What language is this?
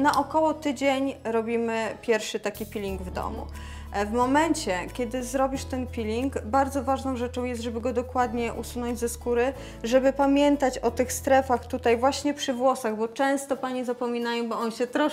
Polish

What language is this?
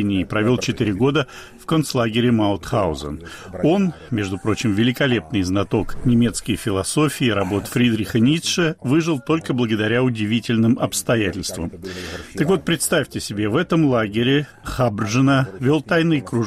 Russian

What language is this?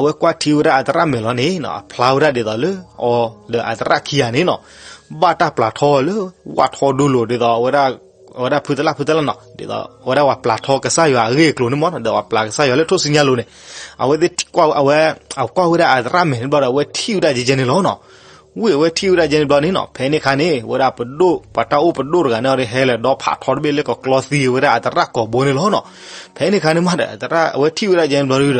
S'gaw Karen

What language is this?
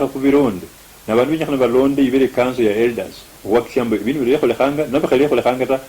Luyia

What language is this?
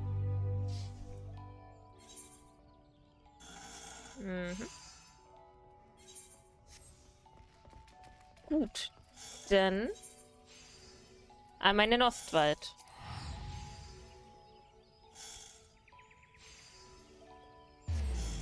German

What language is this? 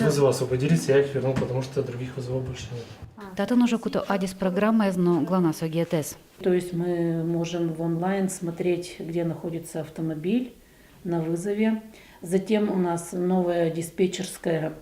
Udmurt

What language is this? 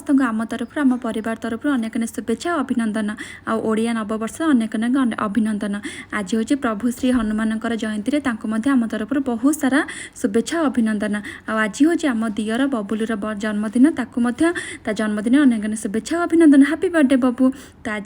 Odia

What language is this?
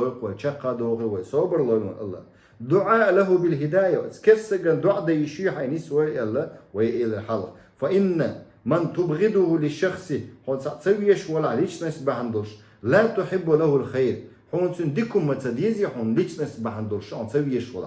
Chechen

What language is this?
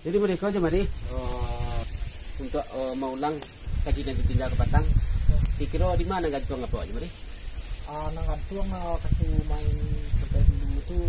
Minangkabau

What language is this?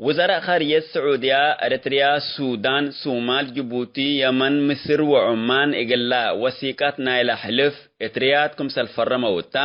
Tigre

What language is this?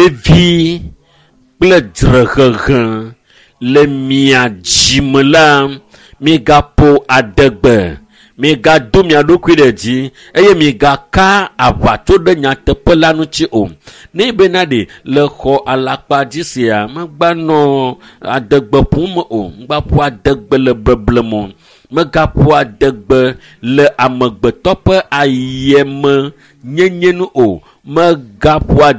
Ewe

